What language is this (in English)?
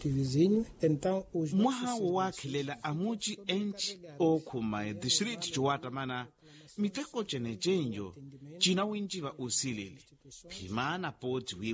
Makhuwa